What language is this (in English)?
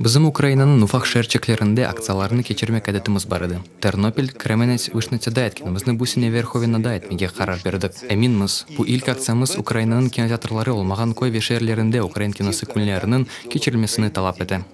Crimean Tatar